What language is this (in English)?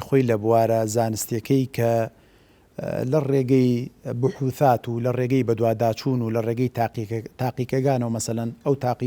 Central Kurdish